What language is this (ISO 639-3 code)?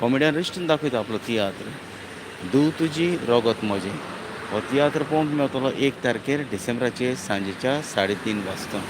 kok